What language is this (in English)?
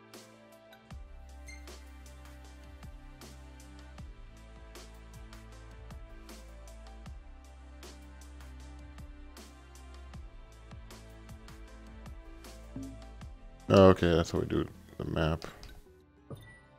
English